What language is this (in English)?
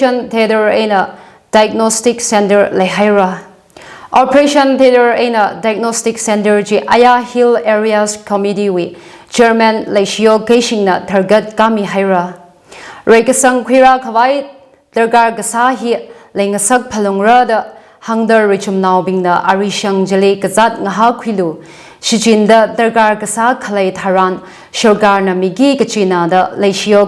Tangkhul Naga (India)